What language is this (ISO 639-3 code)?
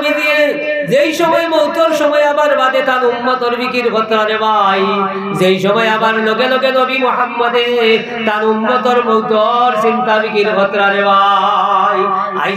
syl